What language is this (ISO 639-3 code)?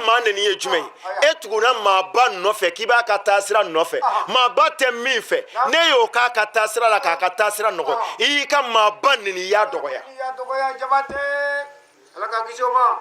bam